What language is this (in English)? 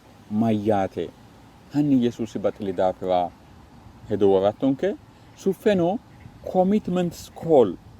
Sidamo